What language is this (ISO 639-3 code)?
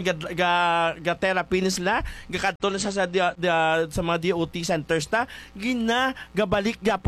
hil